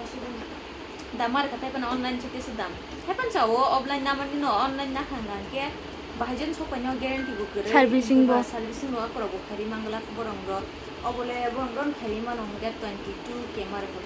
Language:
Kok Borok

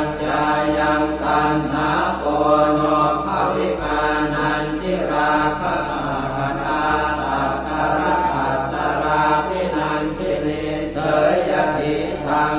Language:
Pali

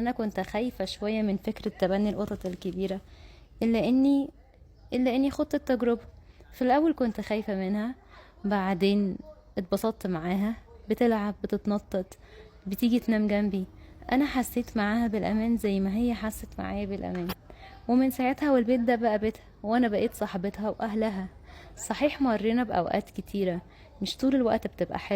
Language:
Egyptian Arabic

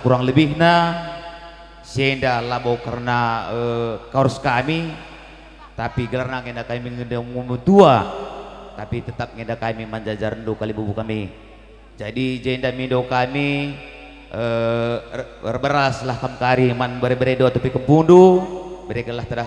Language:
Batak Karo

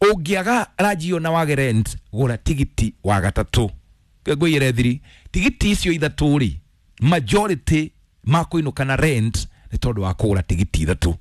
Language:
Kikuyu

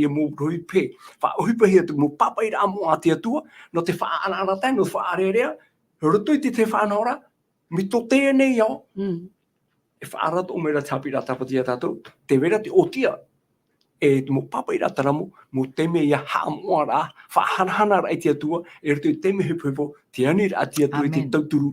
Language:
Tahitian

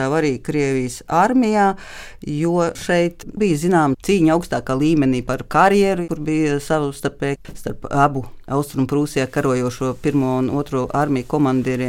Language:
Latvian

